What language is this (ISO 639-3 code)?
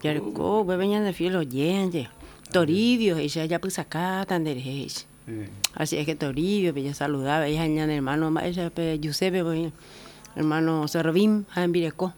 grn